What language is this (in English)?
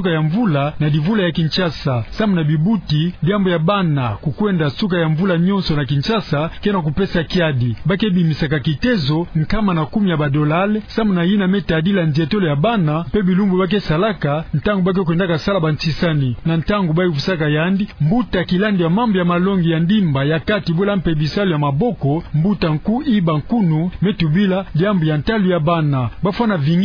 Kituba (Democratic Republic of Congo)